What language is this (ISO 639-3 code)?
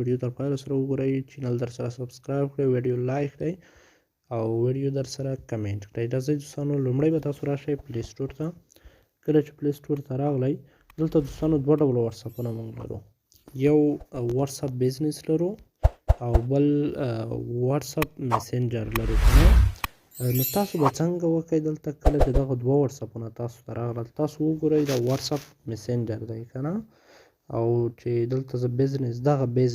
pus